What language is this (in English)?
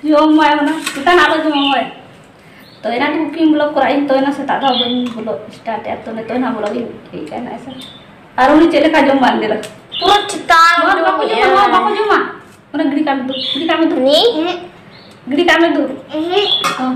Santali